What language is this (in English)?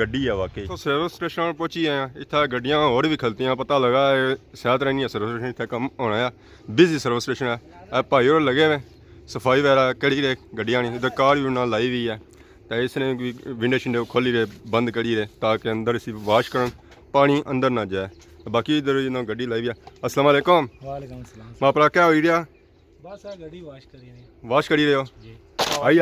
Pahari-Potwari